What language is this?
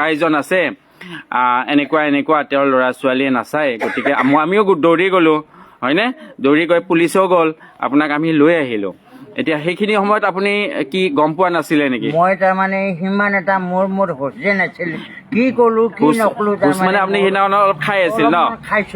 Assamese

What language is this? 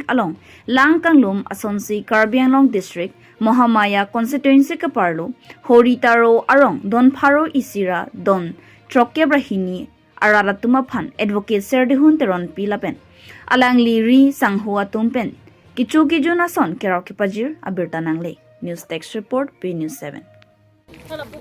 Karbi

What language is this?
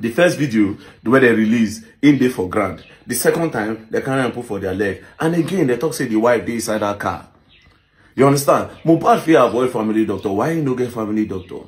Nigerian Pidgin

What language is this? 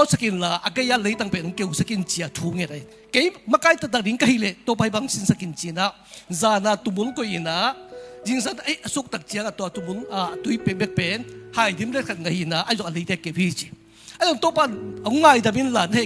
Tedim Chin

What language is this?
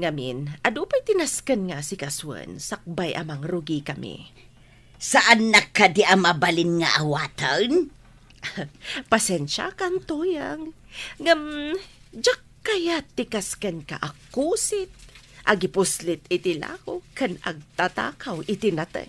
Iloko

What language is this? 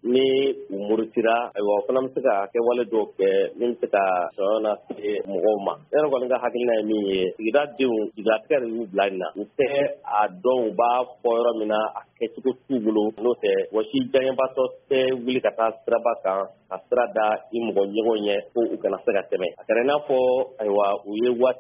Bambara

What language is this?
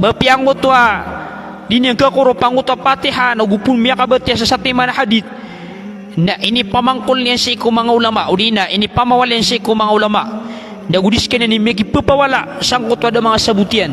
Maranao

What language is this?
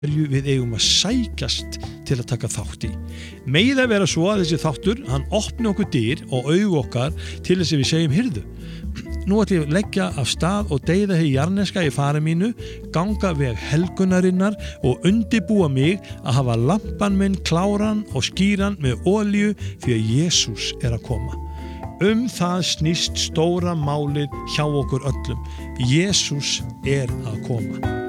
Icelandic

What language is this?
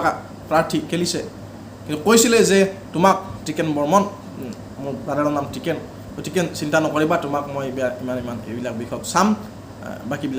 Assamese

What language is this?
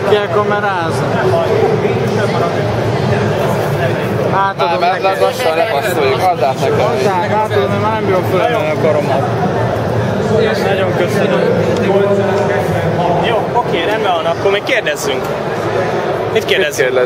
Hungarian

